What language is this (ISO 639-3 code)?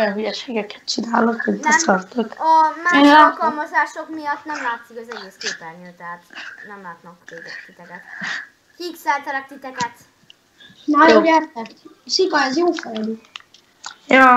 hun